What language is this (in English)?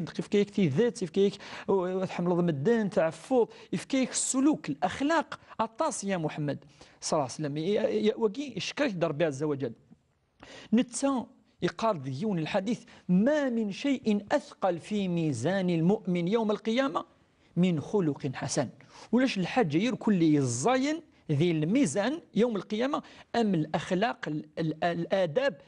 Kabyle